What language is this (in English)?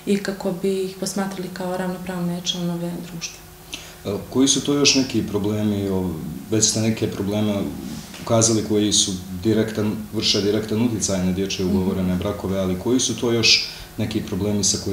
Bosnian